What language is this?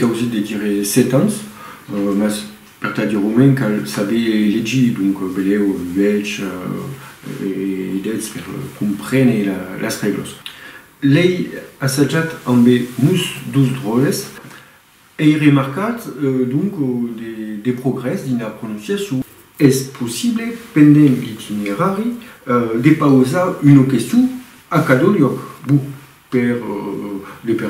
Occitan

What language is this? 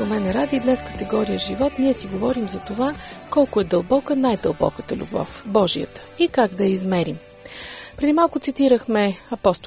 Bulgarian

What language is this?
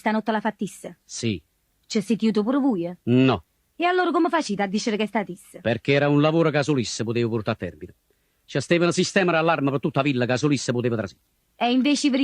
Neapolitan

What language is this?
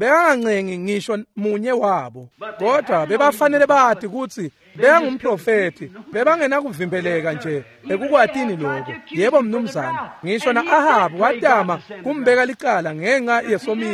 Swati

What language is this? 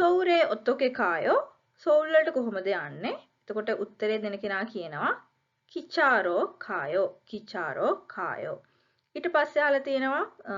Sinhala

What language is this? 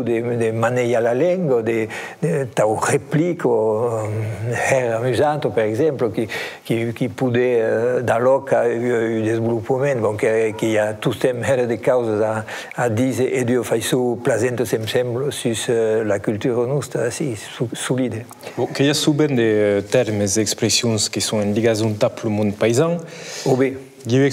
Occitan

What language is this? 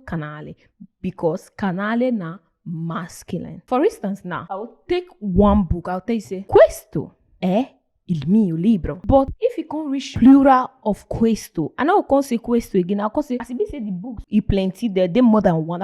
Nigerian Pidgin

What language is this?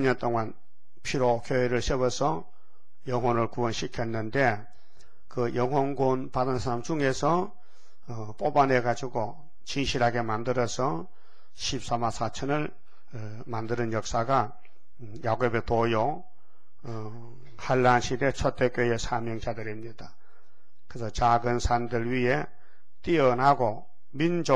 Korean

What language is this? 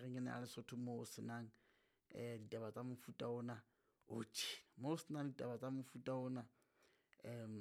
Southern Sotho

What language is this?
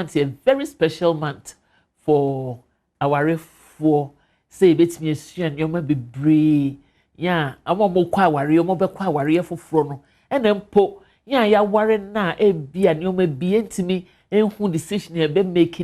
Akan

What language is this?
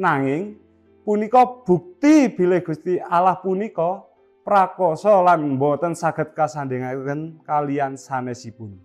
Javanese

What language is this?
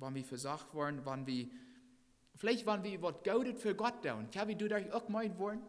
Plautdietsch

